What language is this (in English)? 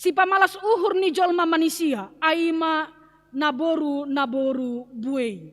Batak Simalungun